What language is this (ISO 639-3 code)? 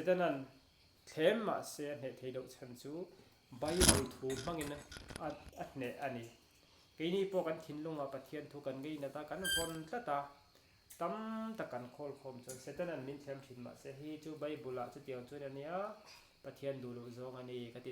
lus